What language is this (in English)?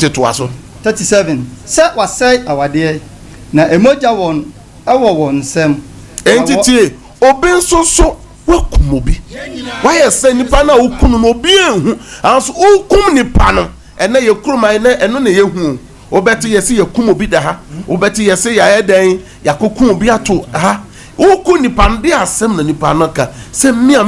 Akan